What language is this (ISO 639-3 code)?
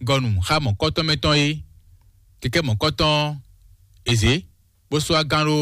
fon